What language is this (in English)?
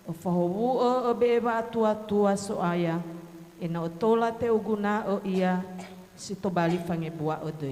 Nias